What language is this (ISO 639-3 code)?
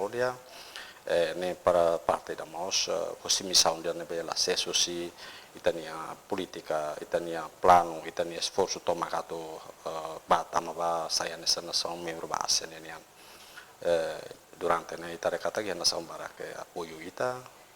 tet